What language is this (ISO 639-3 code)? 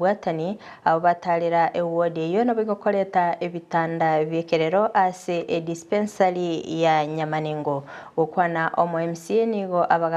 guz